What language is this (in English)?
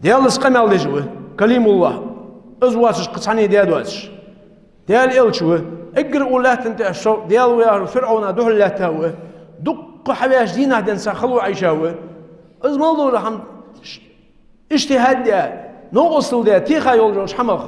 Ingush